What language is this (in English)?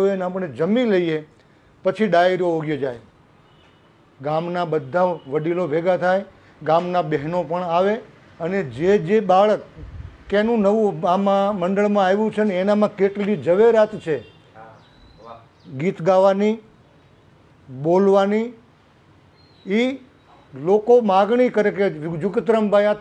Gujarati